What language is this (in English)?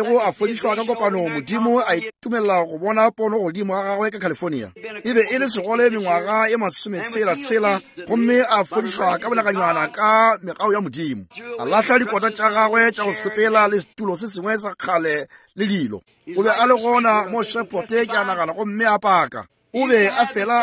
Northern Sotho